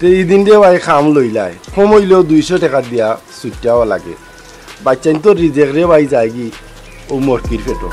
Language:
Sylheti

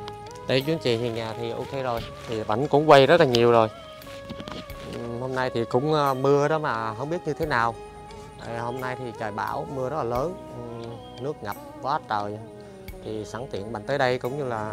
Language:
Vietnamese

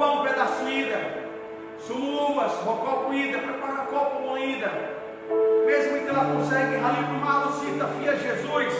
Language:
Tetum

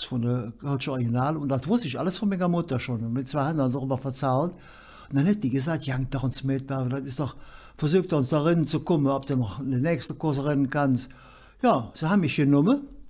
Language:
Colognian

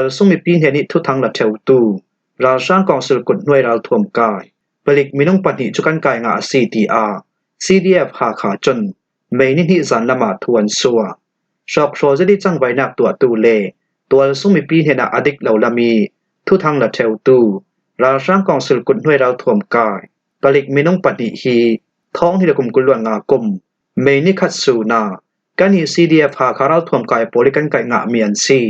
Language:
Falam Chin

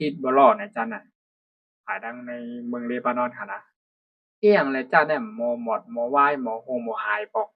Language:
Shan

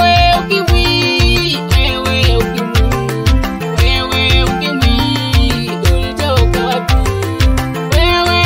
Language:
Swahili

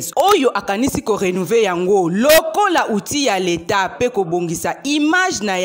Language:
Lingala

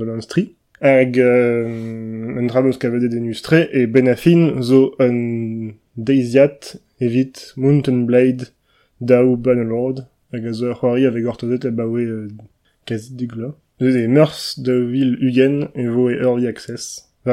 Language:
Breton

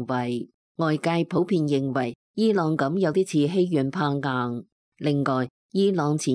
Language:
Cantonese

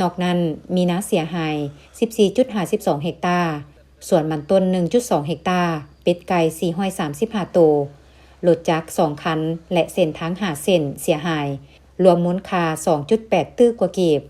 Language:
Lao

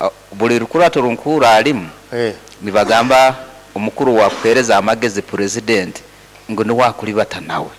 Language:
Nyoro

